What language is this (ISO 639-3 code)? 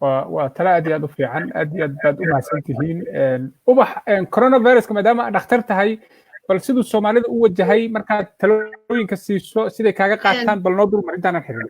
som